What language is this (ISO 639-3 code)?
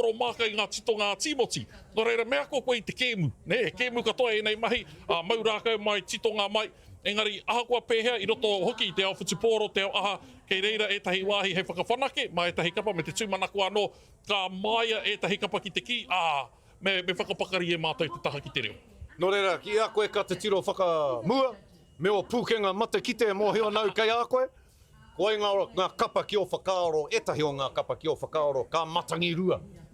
mri